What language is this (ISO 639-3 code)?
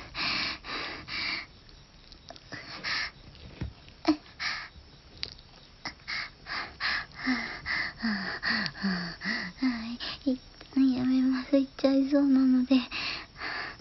jpn